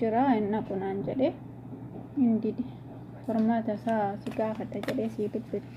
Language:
Oromo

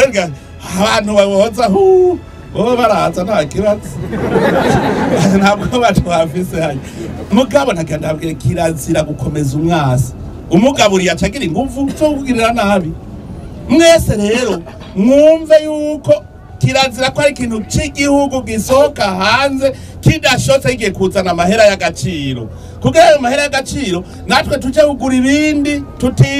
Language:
Rundi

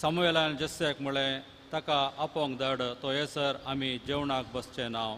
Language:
Konkani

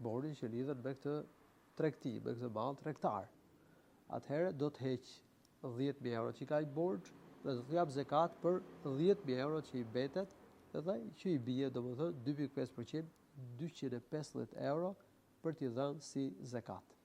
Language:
Albanian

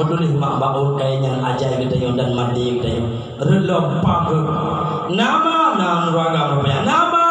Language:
Achinese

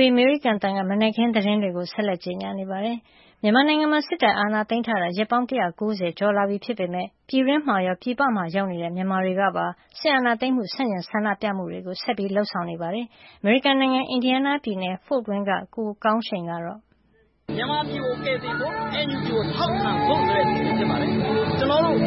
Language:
Burmese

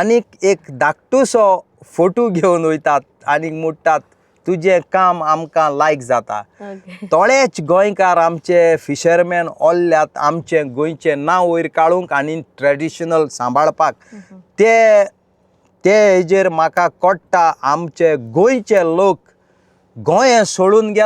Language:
Konkani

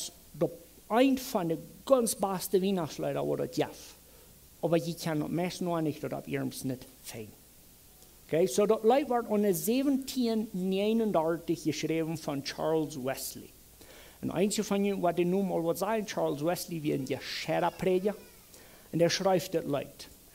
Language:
Plautdietsch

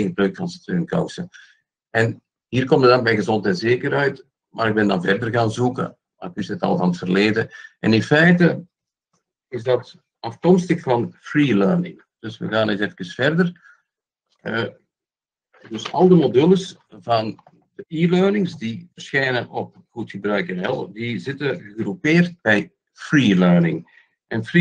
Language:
Dutch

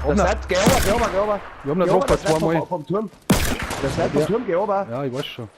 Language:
Bavarian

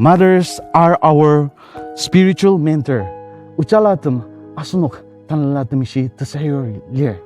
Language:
Ao Naga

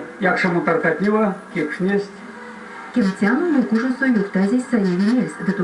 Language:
Erzya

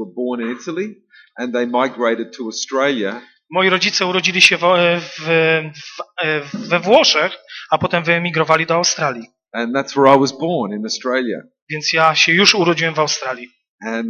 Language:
Polish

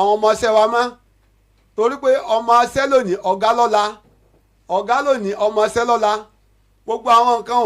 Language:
Yoruba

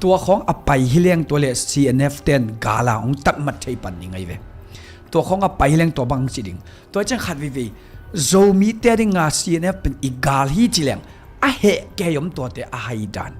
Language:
Tedim Chin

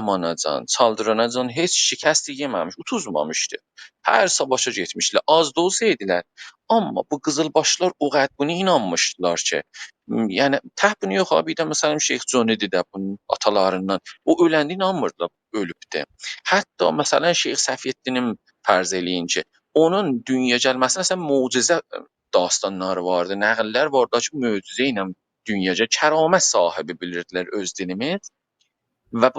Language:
South Azerbaijani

